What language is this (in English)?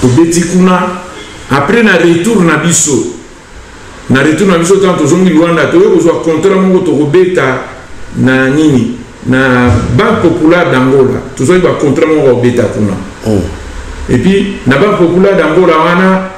Lingala